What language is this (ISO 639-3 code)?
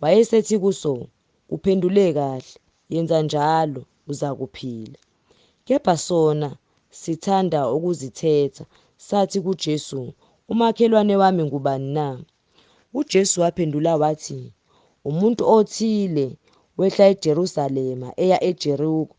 zul